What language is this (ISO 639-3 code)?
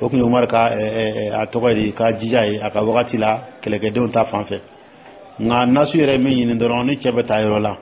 dyu